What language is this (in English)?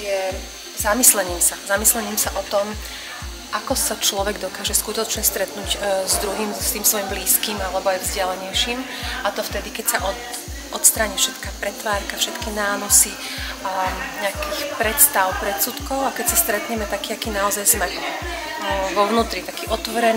Slovak